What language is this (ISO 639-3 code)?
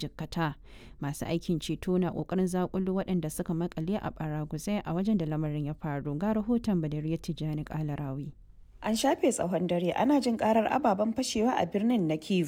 hau